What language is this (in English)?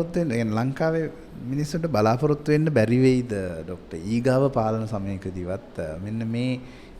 Sinhala